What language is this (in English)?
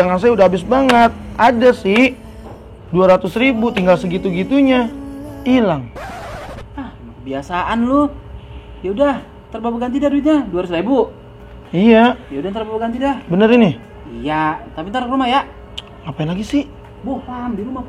Betawi